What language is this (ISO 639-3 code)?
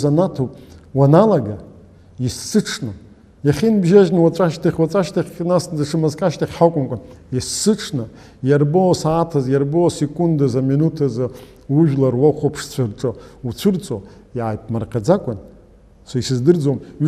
abk